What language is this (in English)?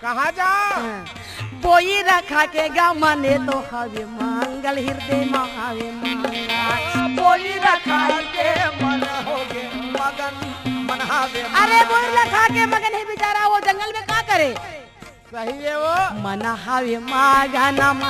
Chhattisgarhi